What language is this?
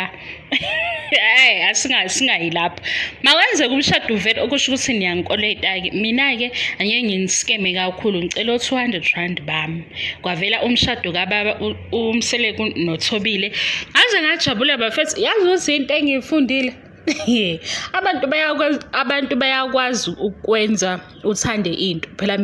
Zulu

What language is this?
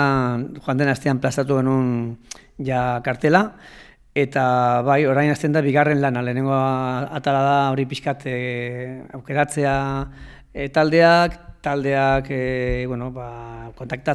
Basque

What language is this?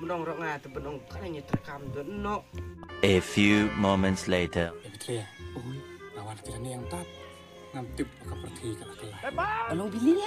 Khasi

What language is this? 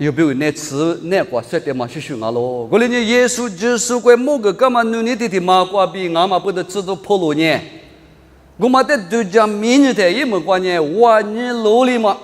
Lisu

